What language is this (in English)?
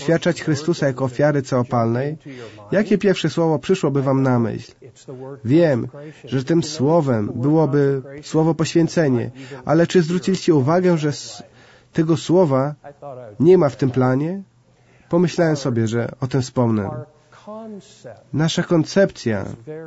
Polish